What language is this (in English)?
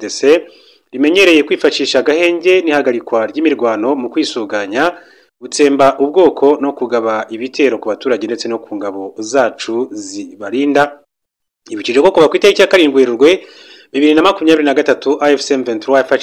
Kinyarwanda